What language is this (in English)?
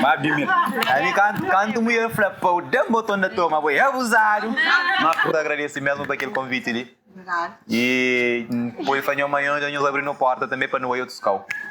Kabuverdianu